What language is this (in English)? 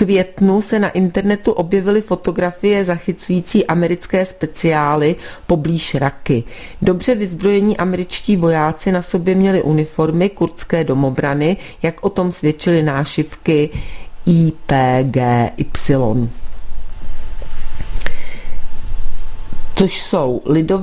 Czech